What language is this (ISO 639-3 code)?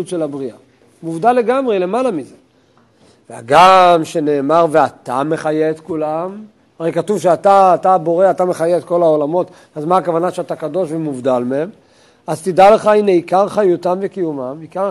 heb